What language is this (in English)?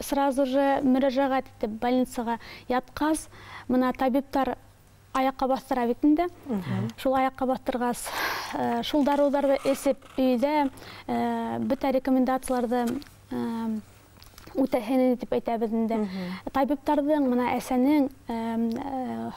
Bashkir